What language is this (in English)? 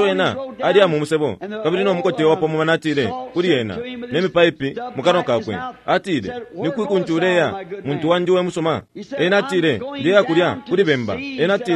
Bemba